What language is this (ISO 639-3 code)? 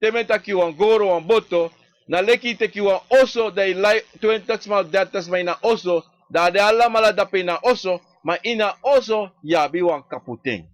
srn